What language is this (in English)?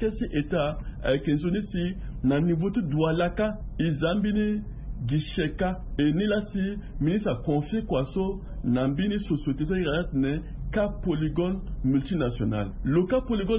Sango